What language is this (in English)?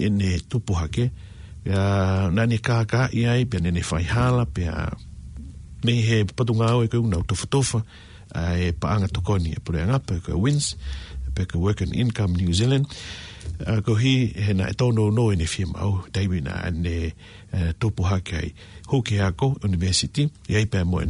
Tongan